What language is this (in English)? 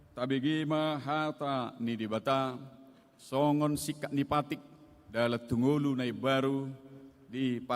Batak Toba